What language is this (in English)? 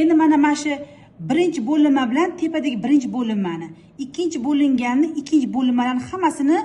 Uzbek